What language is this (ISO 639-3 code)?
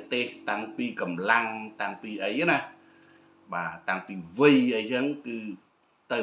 khm